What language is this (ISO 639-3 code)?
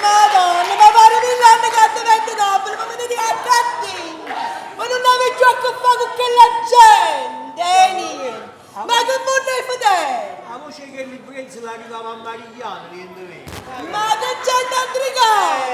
nap